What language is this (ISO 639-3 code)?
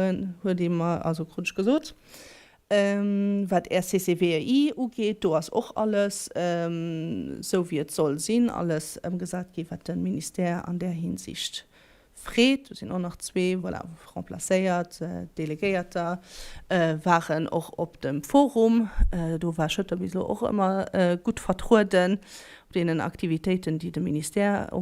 ltz